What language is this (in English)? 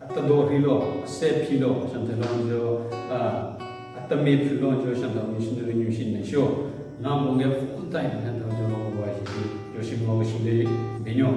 Southern Rengma Naga